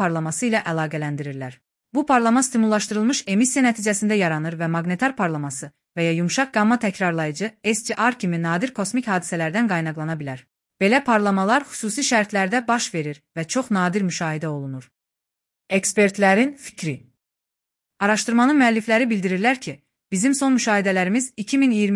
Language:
Azerbaijani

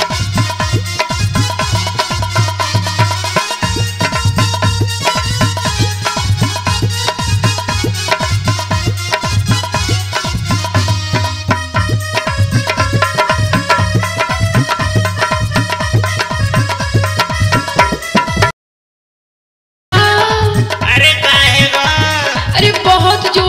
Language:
Bhojpuri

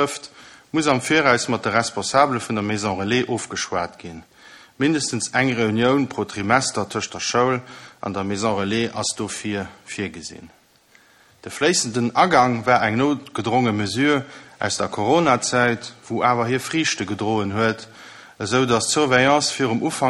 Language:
Luxembourgish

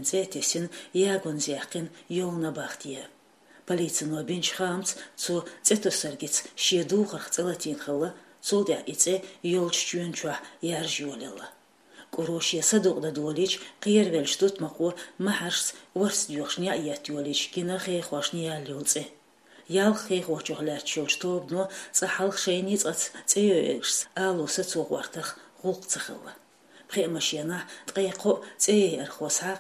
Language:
Chechen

